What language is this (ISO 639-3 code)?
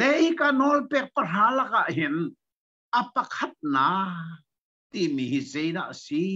cnh